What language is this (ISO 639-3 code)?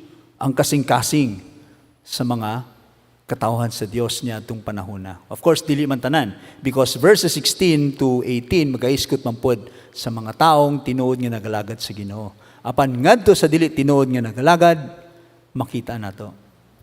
ceb